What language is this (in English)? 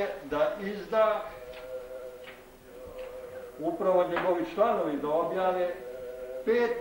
Serbian